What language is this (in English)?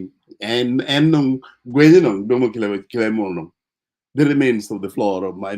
Acoli